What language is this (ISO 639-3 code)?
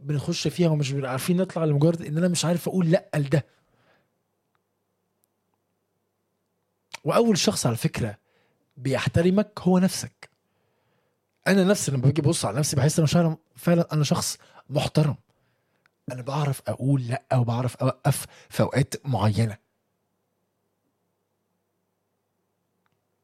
arz